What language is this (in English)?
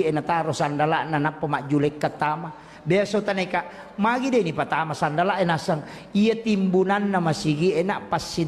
Buginese